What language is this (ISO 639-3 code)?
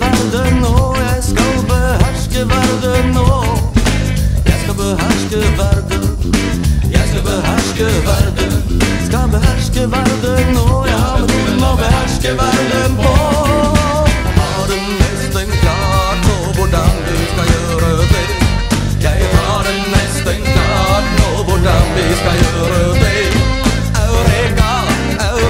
nor